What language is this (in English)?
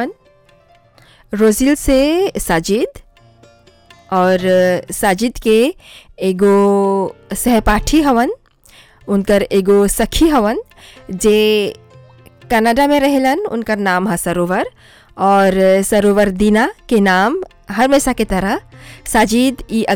Bhojpuri